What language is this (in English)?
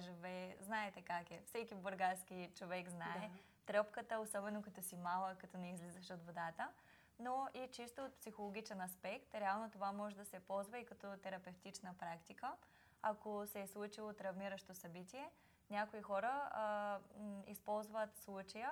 Bulgarian